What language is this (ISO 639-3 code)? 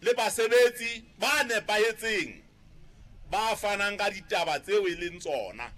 sot